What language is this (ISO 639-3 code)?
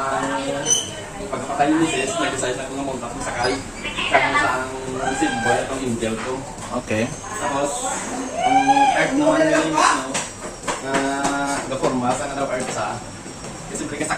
hil